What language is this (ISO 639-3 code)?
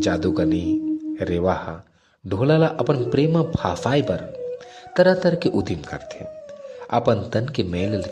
hne